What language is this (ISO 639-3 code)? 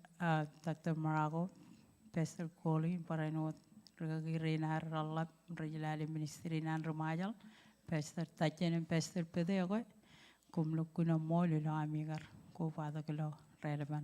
mah